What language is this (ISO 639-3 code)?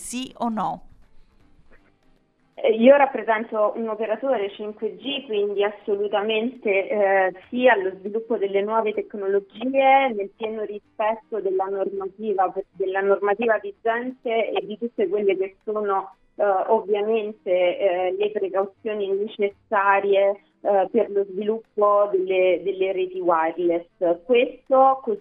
ita